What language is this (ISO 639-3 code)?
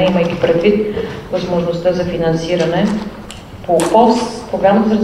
bul